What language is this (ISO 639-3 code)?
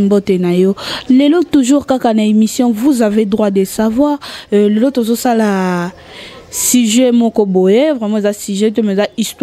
lin